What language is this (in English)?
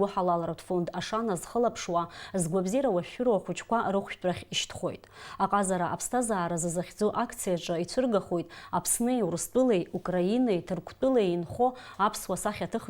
Abkhazian